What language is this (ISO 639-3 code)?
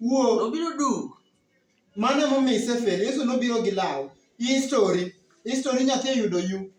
luo